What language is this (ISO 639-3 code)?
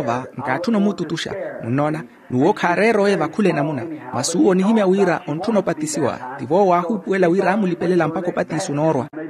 vmw